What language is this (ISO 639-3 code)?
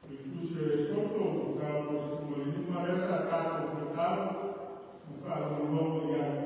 smo